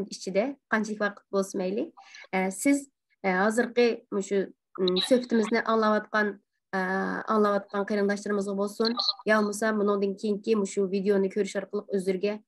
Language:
Uyghur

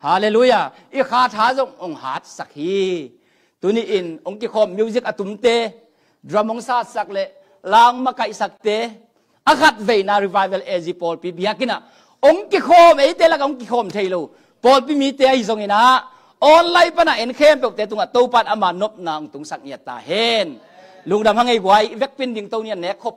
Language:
Tedim Chin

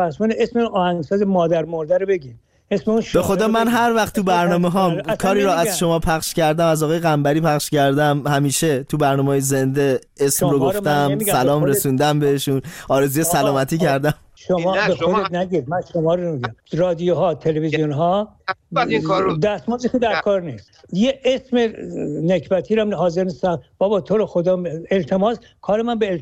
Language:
Persian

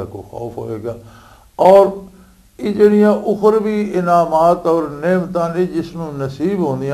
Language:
Western Panjabi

